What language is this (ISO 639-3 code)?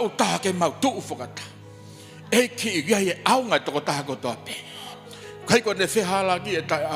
ton